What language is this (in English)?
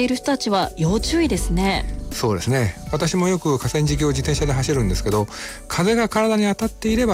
Japanese